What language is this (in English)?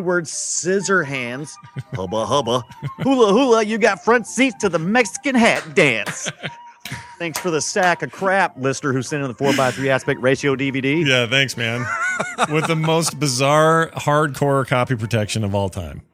English